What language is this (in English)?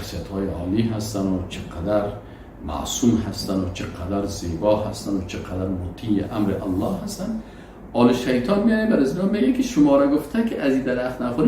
Persian